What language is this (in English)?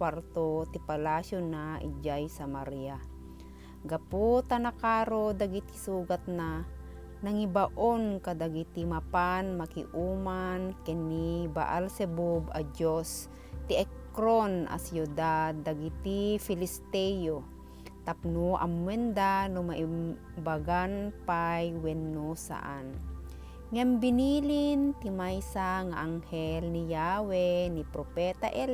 Iloko